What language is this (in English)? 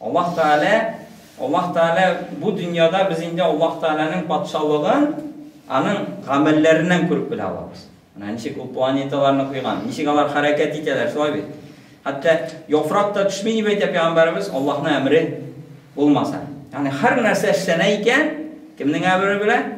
Tatar